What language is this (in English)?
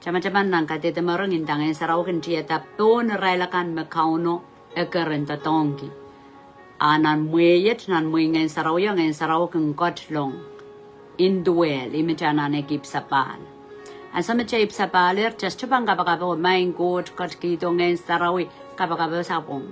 Pohnpeian